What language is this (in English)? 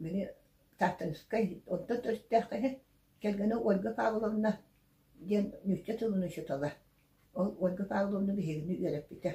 Yakut